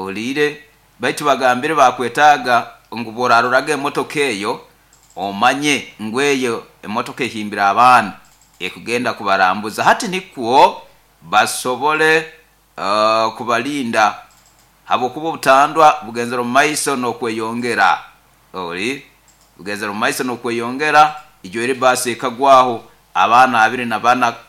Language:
Nyoro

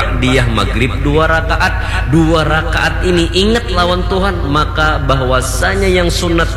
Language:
Banjar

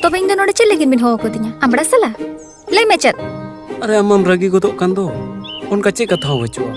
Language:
Santali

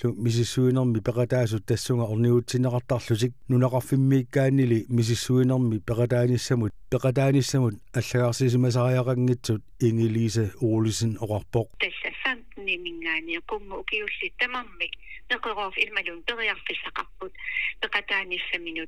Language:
Kalaallisut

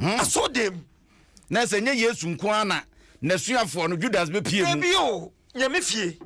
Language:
Akan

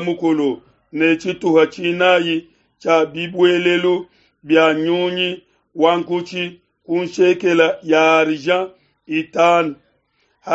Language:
Luba-Lulua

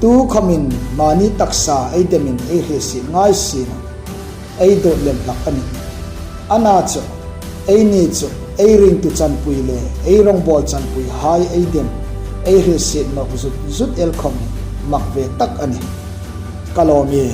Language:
Hmar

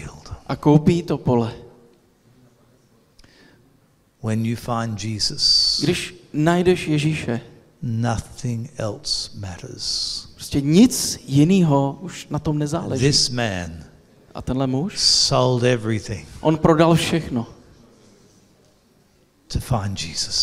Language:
Czech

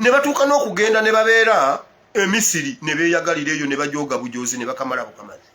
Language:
Ganda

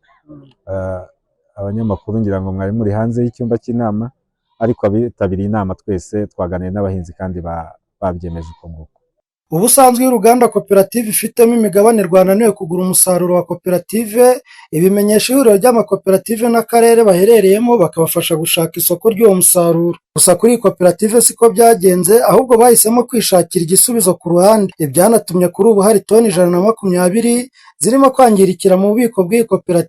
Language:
Kinyarwanda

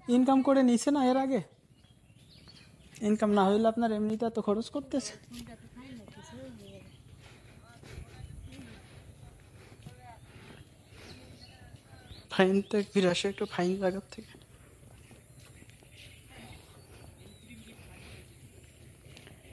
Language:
Bangla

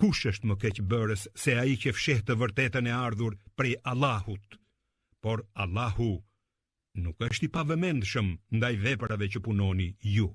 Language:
Albanian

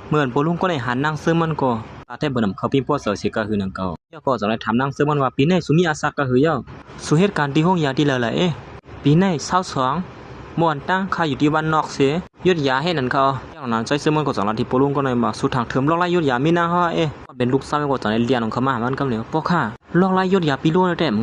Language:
Shan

